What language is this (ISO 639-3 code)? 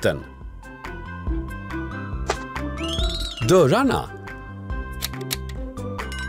swe